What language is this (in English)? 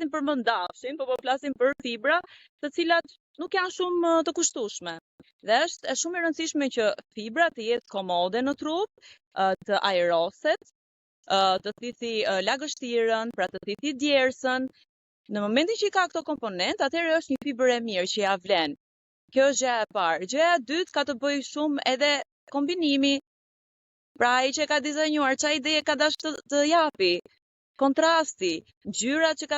Albanian